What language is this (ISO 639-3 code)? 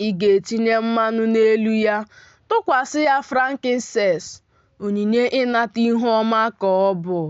ibo